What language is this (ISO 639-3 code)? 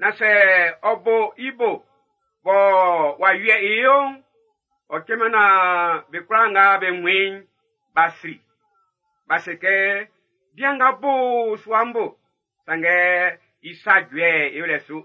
bci